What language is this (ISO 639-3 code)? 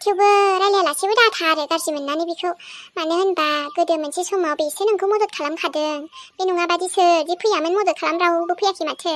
brx